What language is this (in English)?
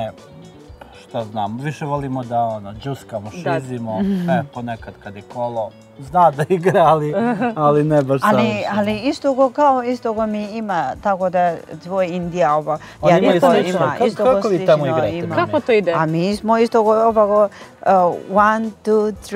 Serbian